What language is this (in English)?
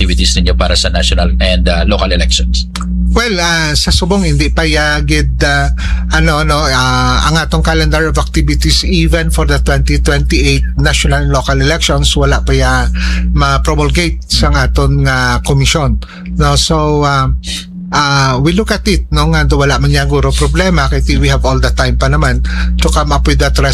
Hiligaynon